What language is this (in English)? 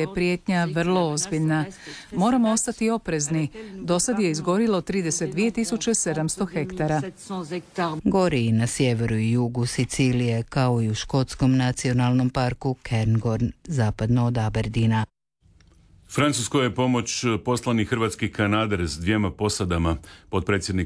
Croatian